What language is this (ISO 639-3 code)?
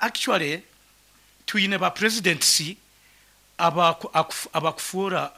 nyn